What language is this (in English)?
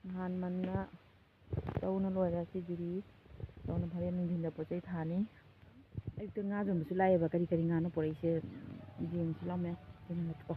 Manipuri